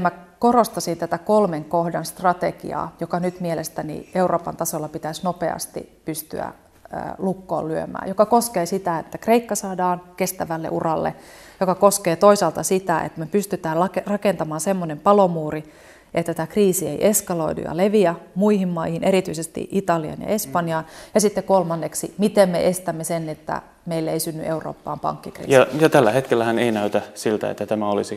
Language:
Finnish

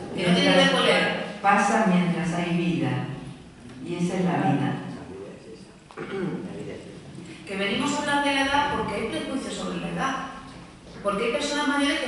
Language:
Spanish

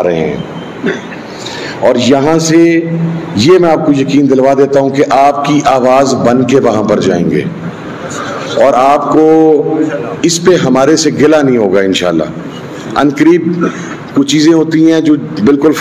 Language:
Urdu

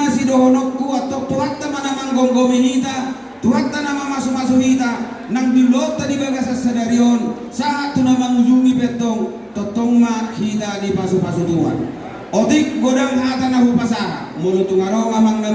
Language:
Batak Toba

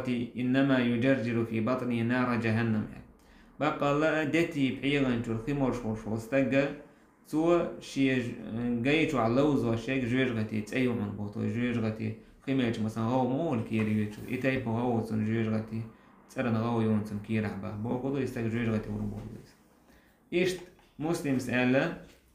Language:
Chechen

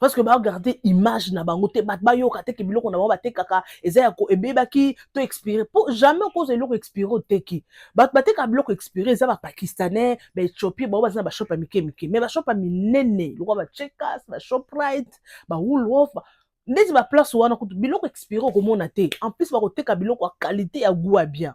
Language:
Lingala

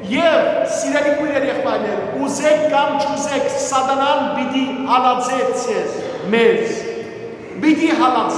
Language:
Western Armenian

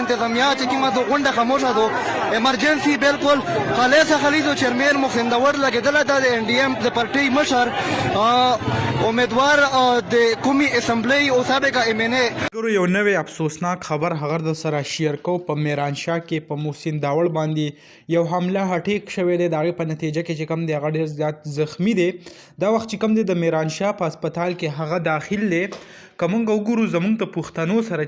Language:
Pashto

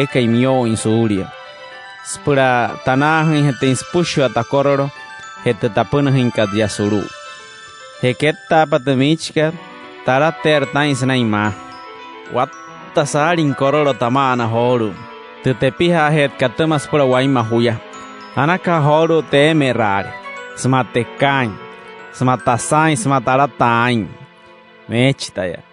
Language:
Wayuu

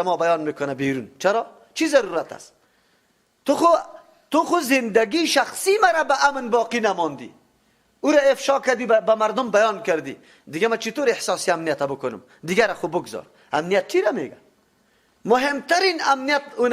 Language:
Persian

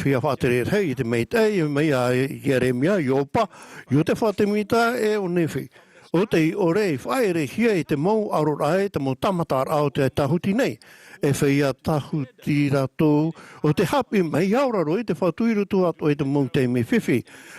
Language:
Tahitian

